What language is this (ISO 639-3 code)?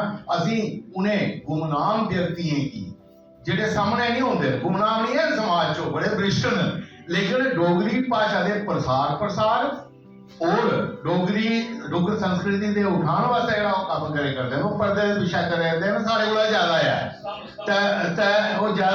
doi